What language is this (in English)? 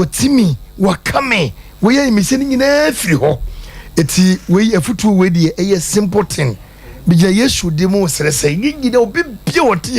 Akan